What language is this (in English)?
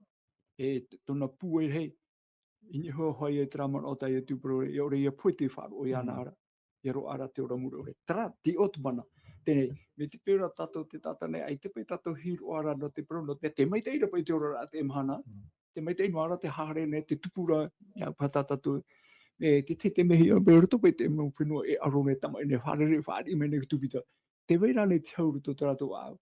Tahitian